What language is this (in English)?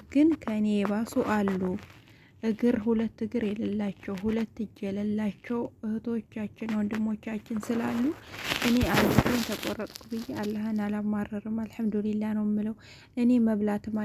Amharic